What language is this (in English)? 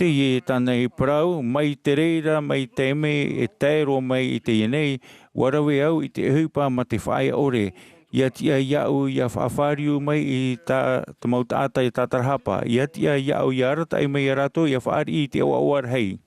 Tahitian